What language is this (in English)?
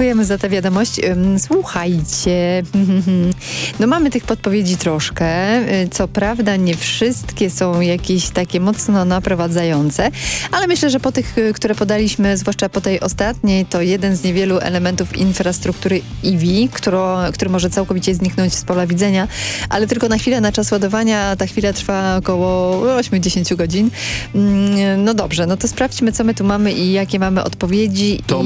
Polish